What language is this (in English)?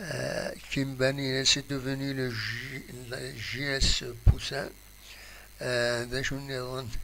Kabyle